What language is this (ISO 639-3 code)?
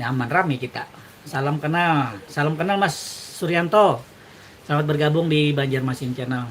bjn